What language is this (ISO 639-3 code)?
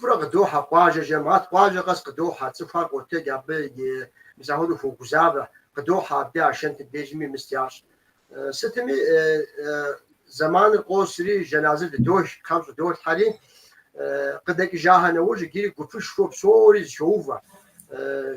kbd